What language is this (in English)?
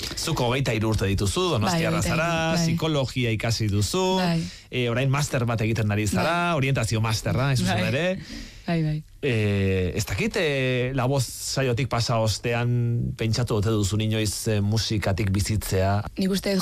Basque